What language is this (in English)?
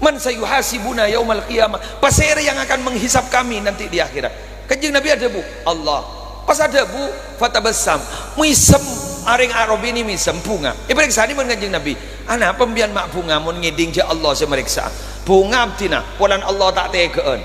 Madurese